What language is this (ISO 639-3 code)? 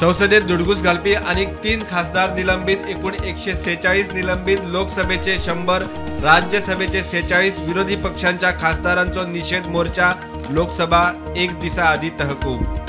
kok